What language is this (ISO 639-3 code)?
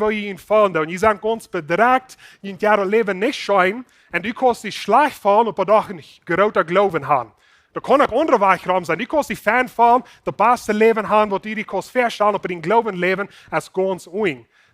pdt